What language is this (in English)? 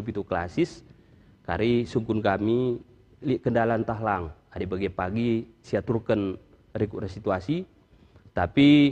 Batak Karo